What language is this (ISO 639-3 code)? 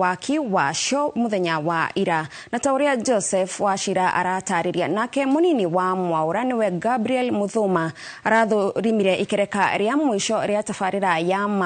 kik